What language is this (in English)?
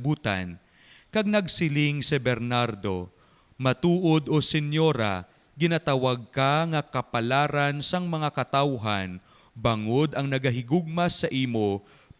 Hiligaynon